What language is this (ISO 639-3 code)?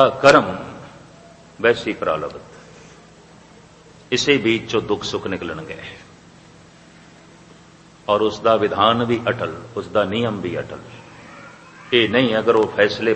pan